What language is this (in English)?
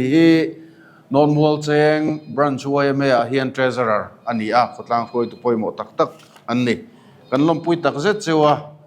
Mizo